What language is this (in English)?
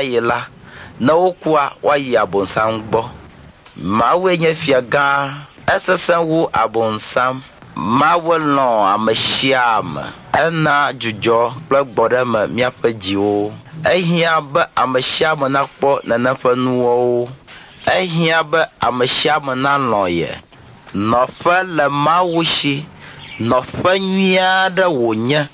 Ewe